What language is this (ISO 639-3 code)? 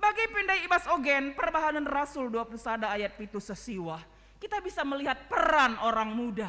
btx